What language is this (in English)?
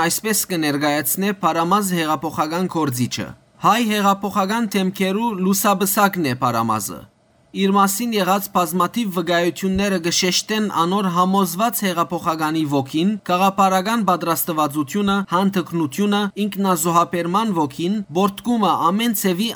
Western Armenian